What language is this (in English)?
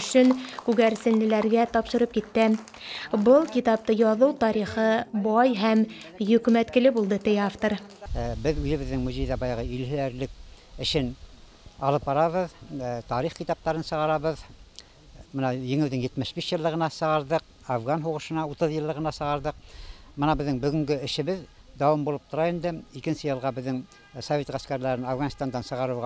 Bashkir